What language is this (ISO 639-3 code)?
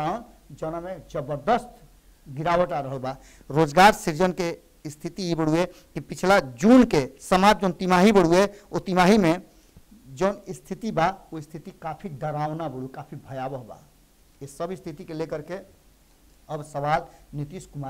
bho